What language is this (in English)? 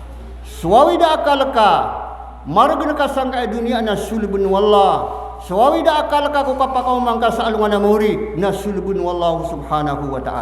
Maranao